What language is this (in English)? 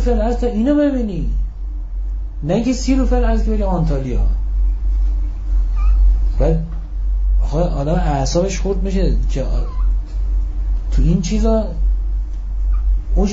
Persian